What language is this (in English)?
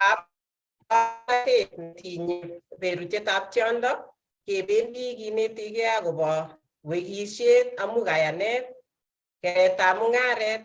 Kalenjin